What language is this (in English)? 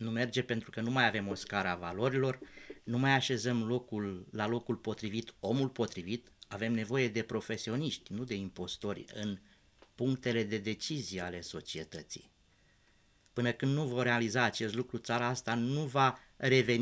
Romanian